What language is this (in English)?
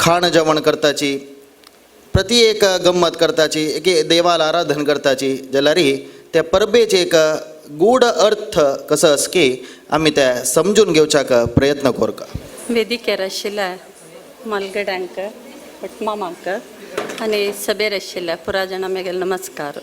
Konkani